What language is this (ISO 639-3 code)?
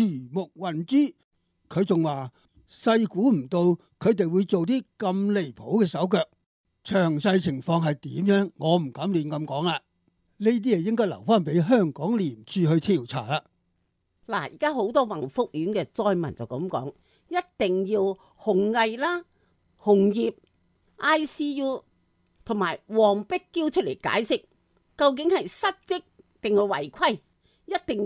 yue